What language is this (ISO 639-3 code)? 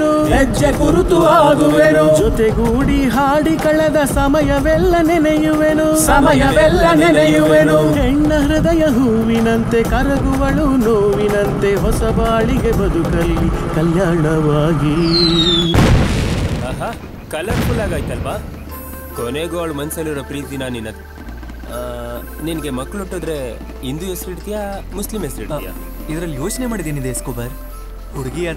kan